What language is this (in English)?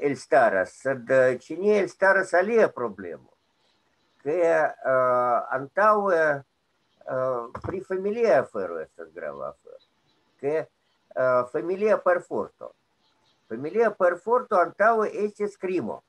Esperanto